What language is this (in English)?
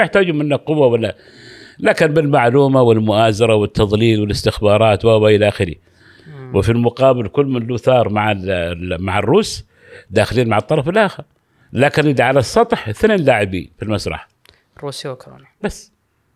Gulf Arabic